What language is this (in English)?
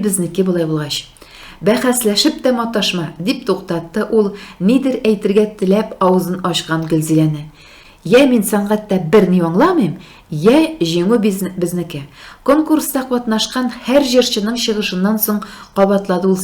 Tatar